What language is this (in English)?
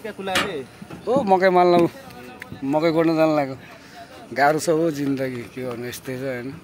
Nepali